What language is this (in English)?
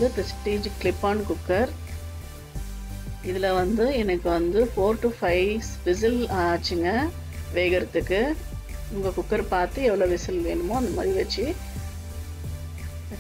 Tamil